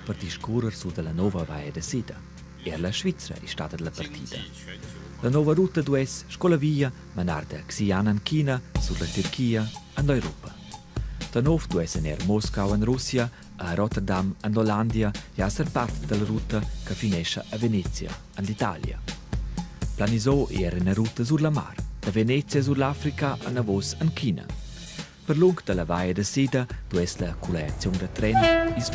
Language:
Romansh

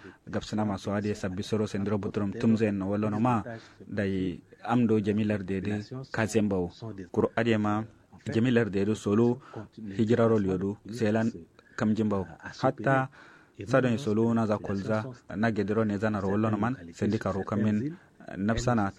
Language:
Kanuri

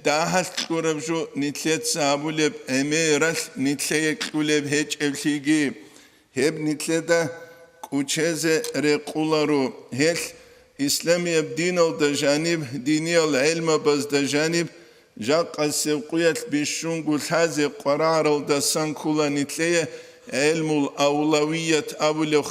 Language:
Avaric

